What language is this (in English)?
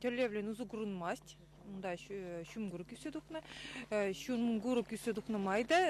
Chuvash